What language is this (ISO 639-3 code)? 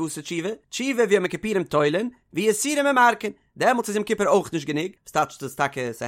yid